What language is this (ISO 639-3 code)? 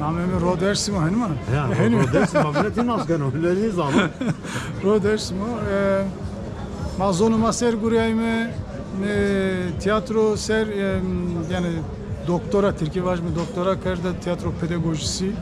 zza